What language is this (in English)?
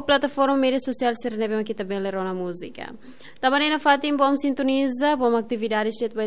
Tetum